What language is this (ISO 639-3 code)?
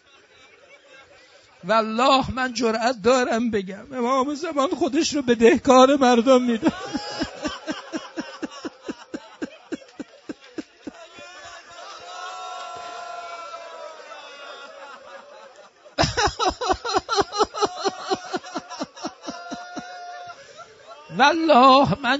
fas